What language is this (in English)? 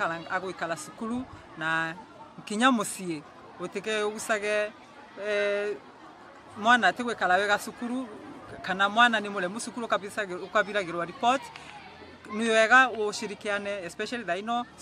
Meru